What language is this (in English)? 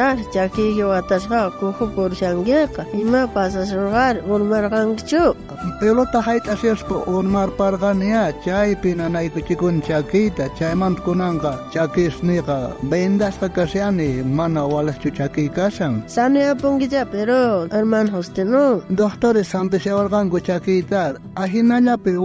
South Bolivian Quechua